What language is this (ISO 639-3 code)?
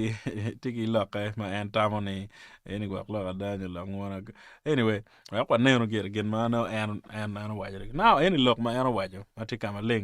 ach